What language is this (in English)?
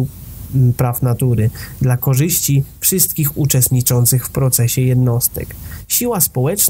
Polish